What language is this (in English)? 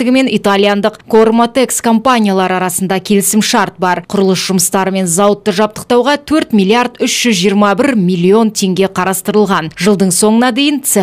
Kazakh